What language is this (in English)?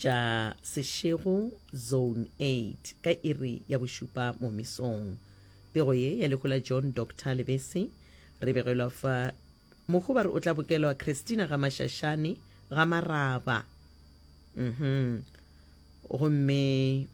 Northern Sotho